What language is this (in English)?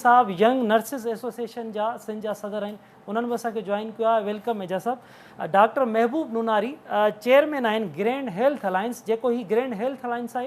Sindhi